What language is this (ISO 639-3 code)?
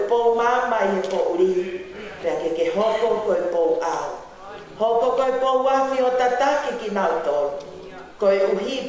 ton